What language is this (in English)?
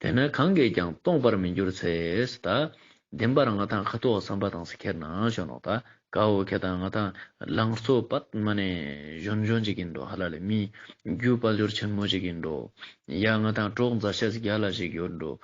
Ladakhi